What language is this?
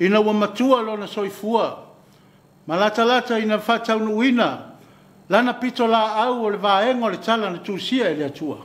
Samoan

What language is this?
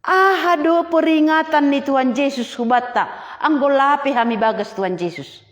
Batak Simalungun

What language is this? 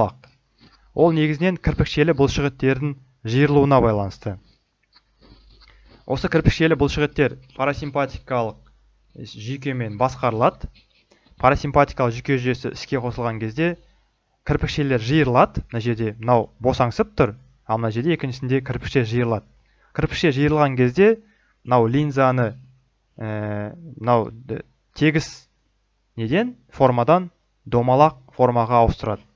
Kazakh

